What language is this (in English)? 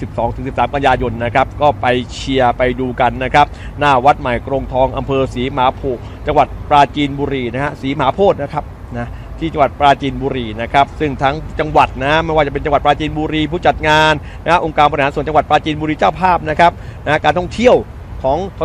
Thai